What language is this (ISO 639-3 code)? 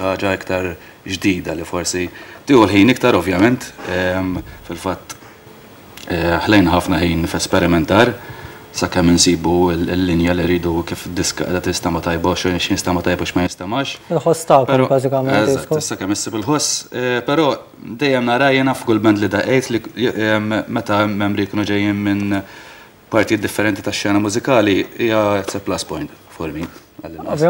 mlt